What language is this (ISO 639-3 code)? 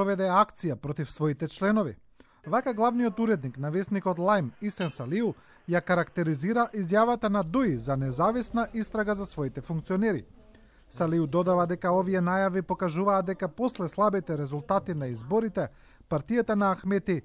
mkd